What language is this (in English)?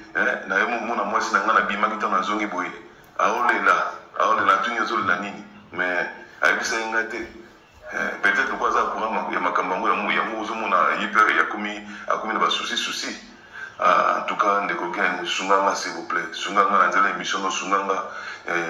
Lingala